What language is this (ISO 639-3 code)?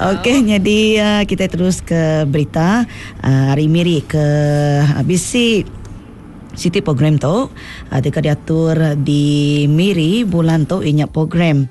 iba